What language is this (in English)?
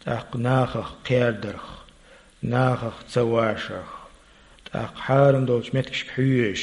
Chechen